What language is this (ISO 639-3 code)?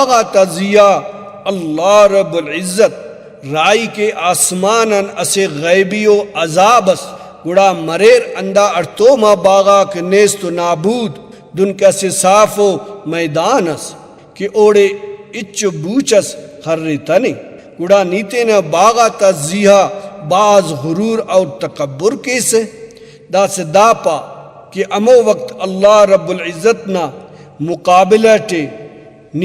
brh